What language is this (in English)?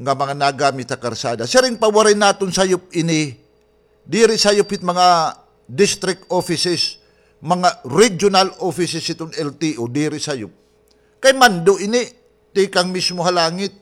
Waray